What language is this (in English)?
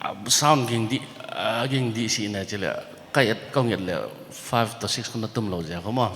Paite Chin